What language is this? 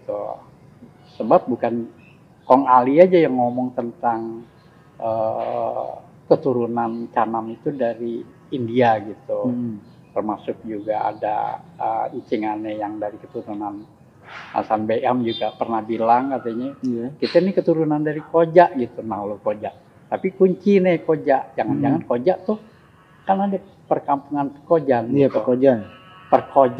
Betawi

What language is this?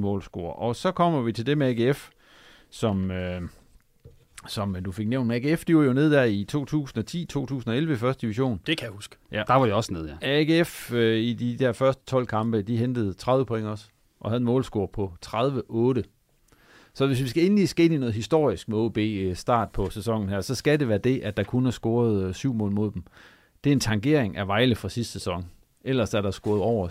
Danish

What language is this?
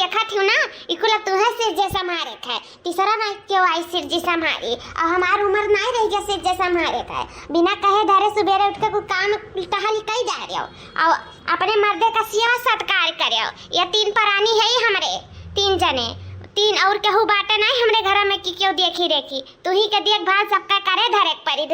Awadhi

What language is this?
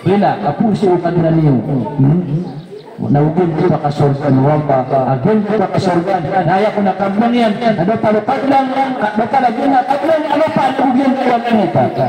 Maranao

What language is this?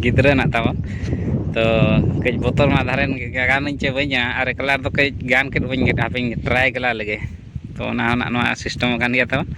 Santali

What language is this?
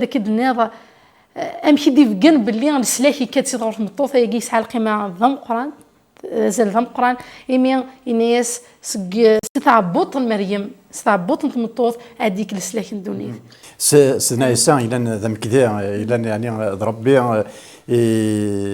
Kabyle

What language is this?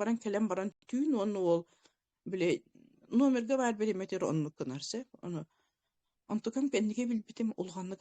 Yakut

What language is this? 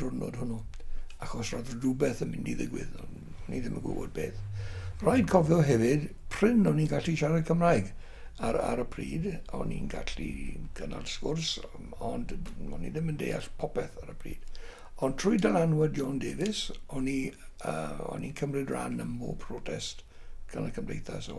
Welsh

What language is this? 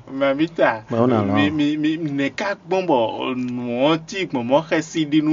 Fon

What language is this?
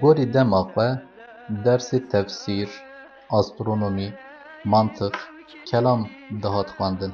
Kurdish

